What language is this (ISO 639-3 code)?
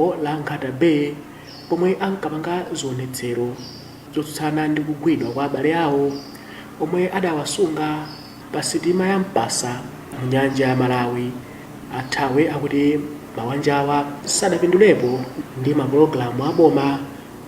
nya